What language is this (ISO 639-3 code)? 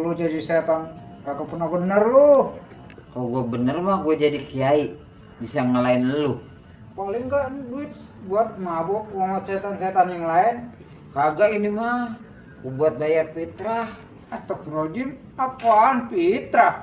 bew